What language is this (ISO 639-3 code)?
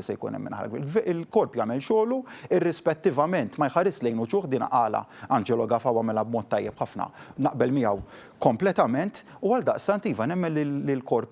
mlt